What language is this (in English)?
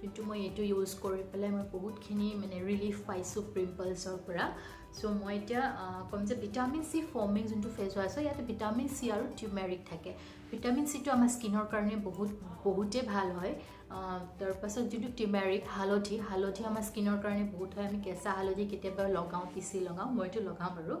Assamese